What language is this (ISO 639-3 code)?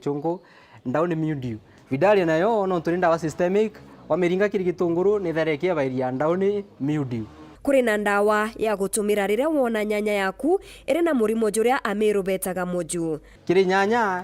mer